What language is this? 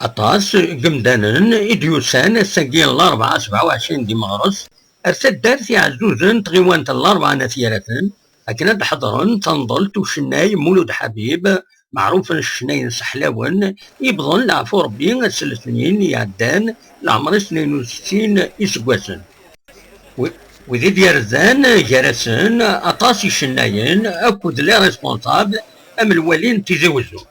Kabyle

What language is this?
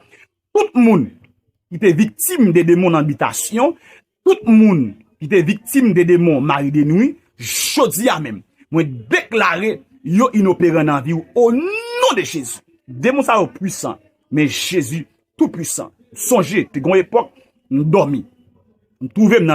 Haitian Creole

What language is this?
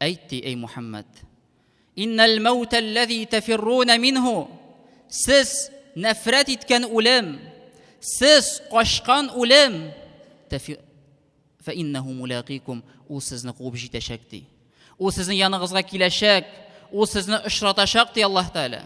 Tatar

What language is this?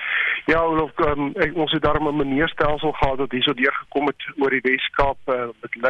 Afrikaans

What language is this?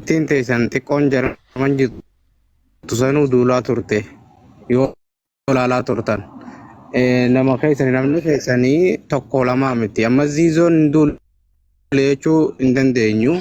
Oromo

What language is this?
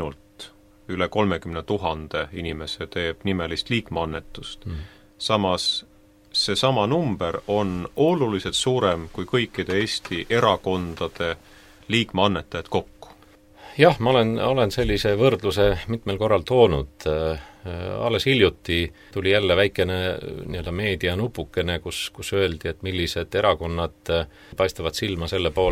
Estonian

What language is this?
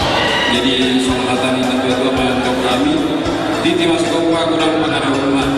Batak Toba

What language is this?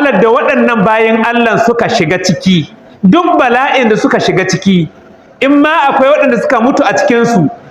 Hausa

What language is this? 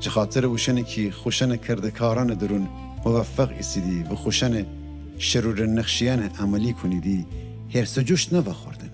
Gilaki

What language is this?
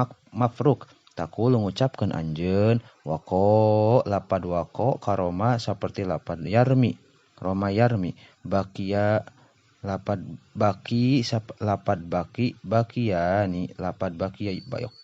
Sundanese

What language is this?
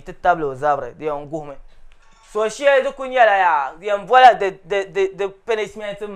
Dagbani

